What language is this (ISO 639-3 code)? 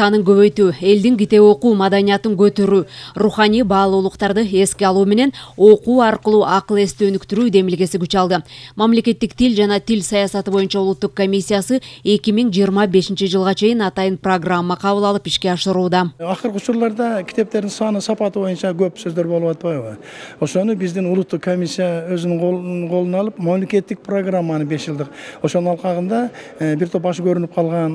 kir